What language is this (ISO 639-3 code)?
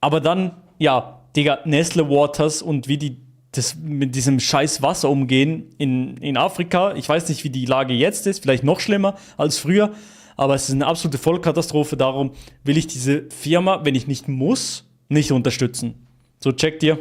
gsw